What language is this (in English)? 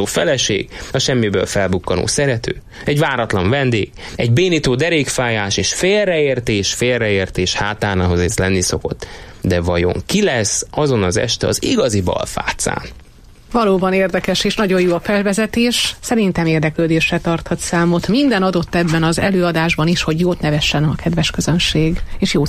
Hungarian